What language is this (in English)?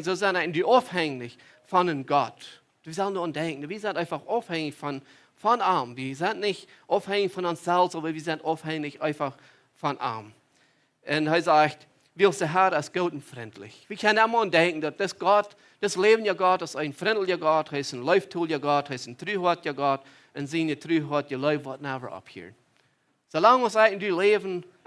Plautdietsch